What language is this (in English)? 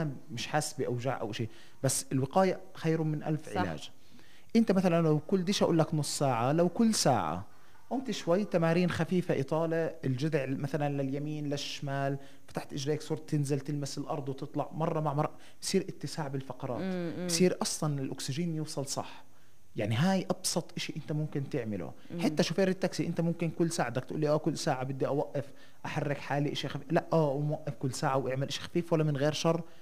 North Levantine Arabic